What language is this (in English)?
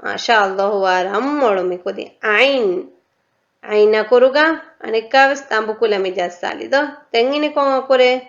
Divehi